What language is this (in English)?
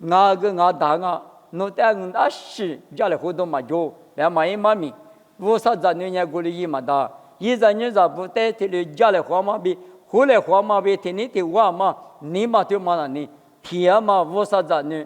Lisu